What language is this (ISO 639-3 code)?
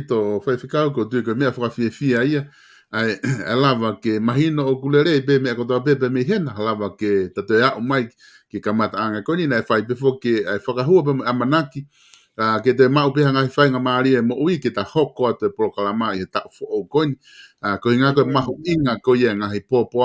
ton